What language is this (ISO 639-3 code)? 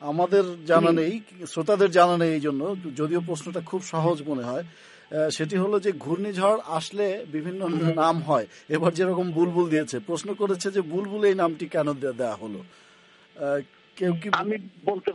ben